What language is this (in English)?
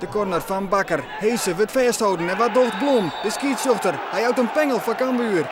Western Frisian